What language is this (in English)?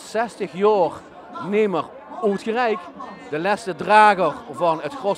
Limburgish